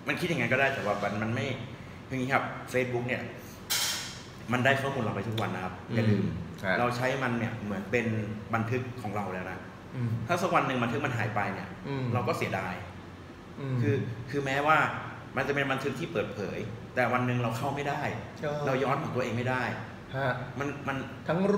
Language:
Thai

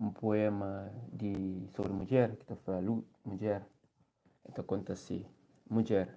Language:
Kabuverdianu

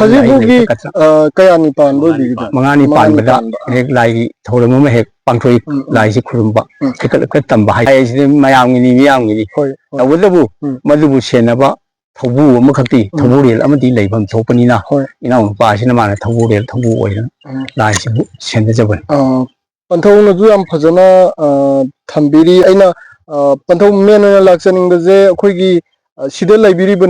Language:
Manipuri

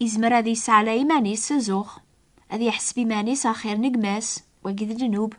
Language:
Kabyle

